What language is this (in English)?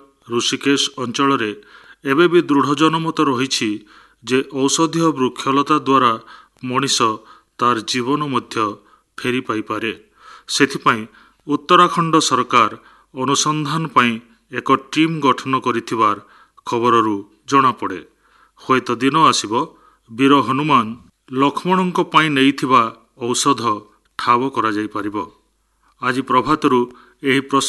Odia